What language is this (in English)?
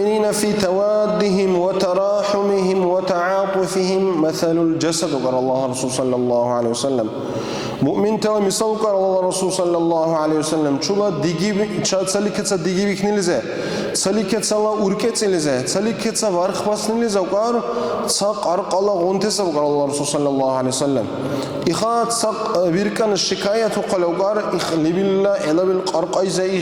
Dargwa